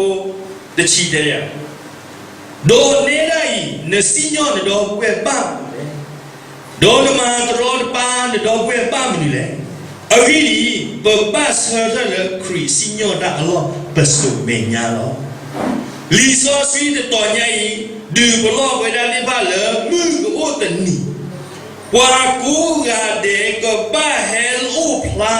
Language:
S'gaw Karen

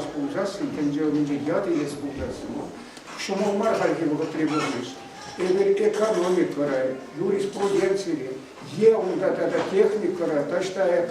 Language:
Chuvash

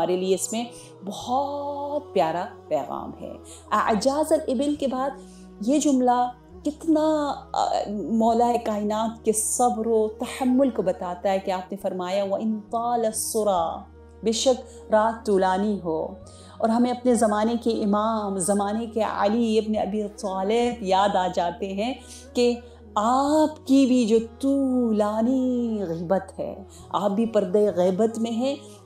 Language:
Urdu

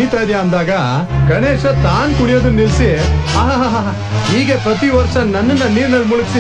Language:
Kannada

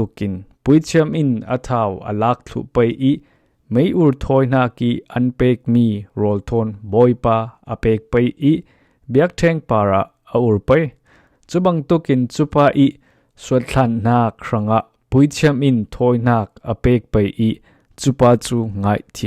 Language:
Falam Chin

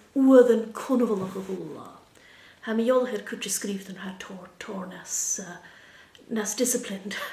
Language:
Scottish Gaelic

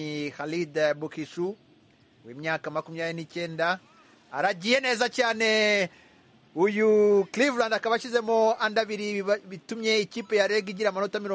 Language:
Kinyarwanda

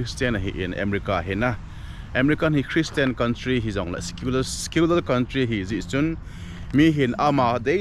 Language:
Thado Chin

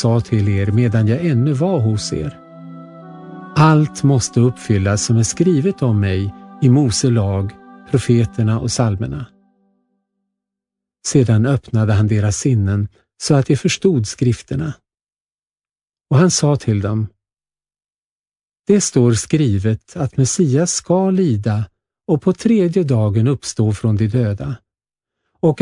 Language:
Swedish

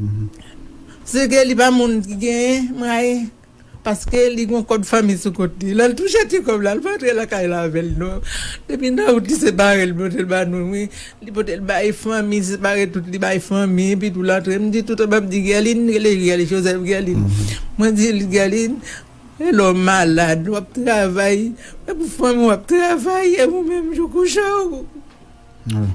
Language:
Haitian Creole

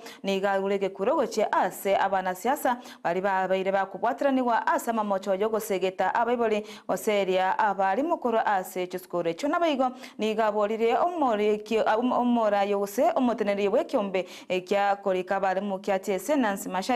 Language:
Gusii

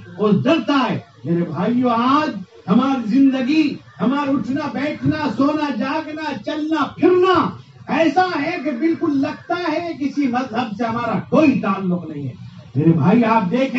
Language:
Urdu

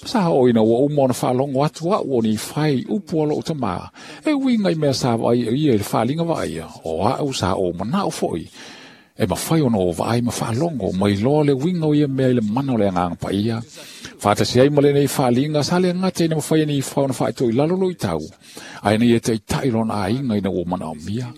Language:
Samoan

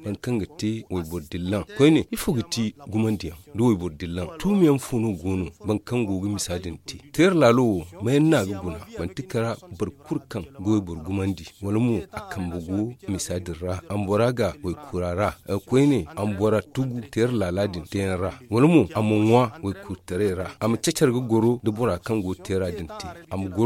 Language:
Zarma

